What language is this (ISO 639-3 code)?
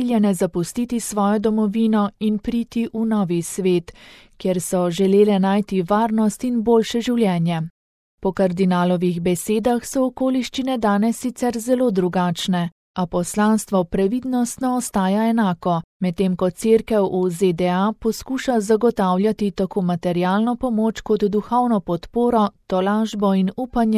slv